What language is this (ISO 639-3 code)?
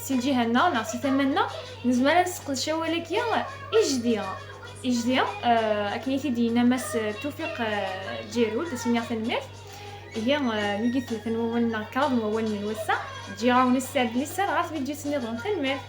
kab